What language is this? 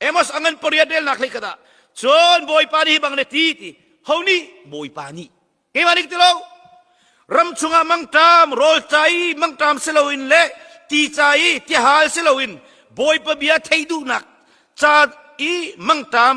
Hakha Chin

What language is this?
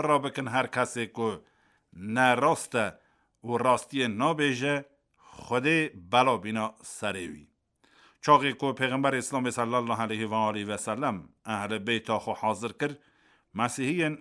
Kurdish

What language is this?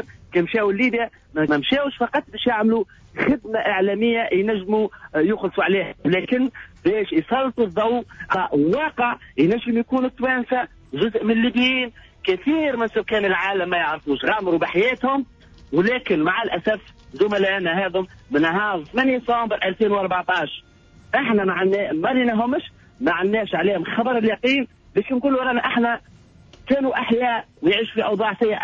Tunisian Arabic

